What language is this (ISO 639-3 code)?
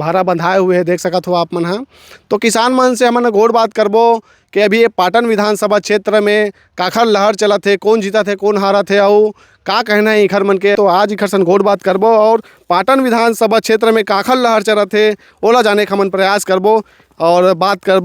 hne